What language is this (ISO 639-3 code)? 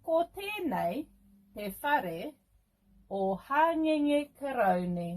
mri